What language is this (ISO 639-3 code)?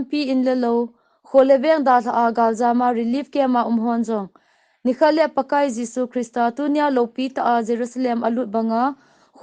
tcz